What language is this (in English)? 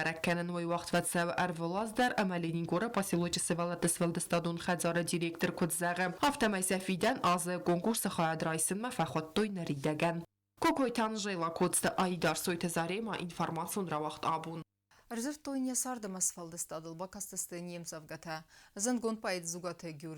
Ossetic